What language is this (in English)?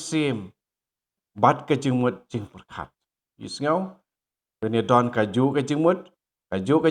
Khasi